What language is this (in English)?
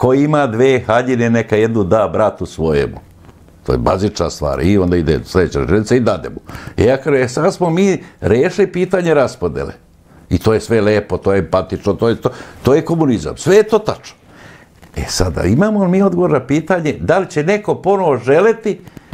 Serbian